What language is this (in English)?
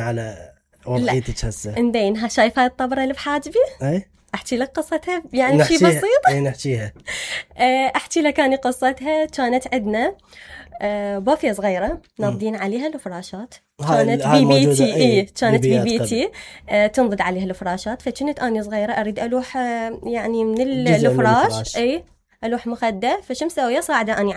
Mesopotamian Arabic